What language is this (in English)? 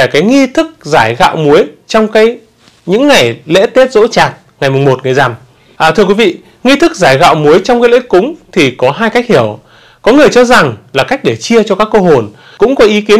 Vietnamese